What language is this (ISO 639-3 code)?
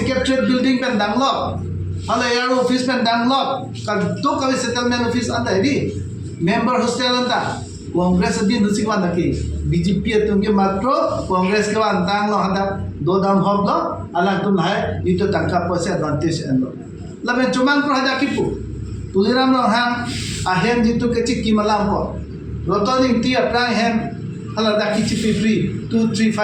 mjw